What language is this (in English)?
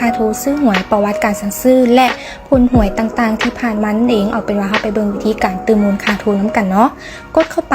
Lao